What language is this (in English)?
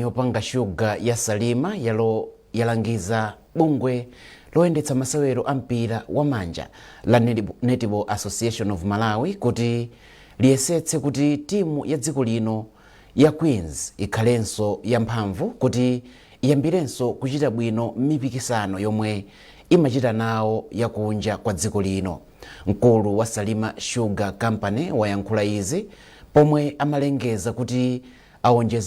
Nyanja